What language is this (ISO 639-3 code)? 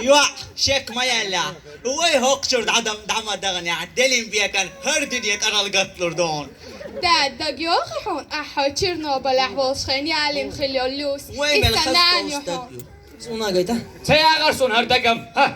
che